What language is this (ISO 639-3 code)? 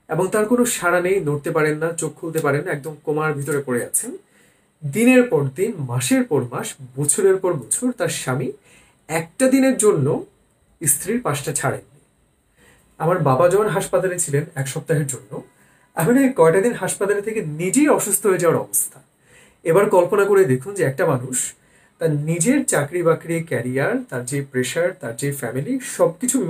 ben